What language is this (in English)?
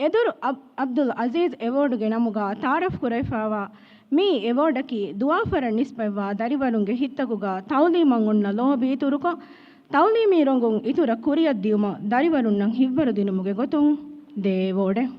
Divehi